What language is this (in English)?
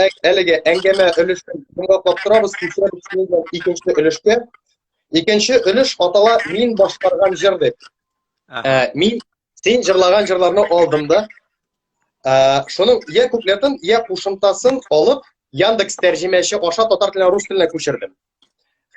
Tatar